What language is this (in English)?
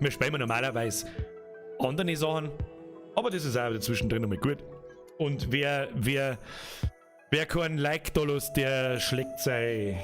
Bavarian